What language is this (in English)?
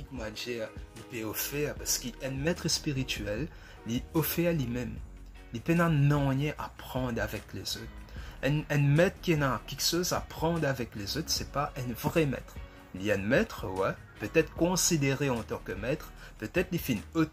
Morisyen